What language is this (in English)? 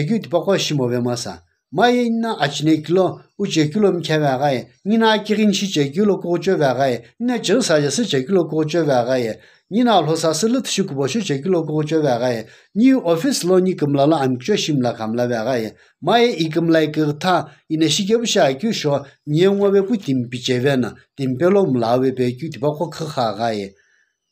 Sumi Naga